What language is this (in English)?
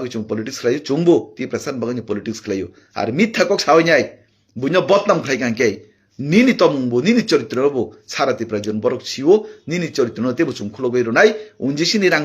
Kok Borok